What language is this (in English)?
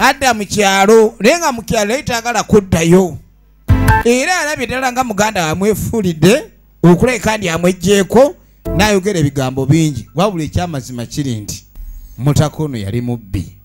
Ganda